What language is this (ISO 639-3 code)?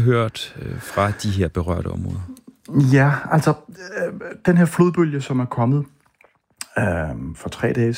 dan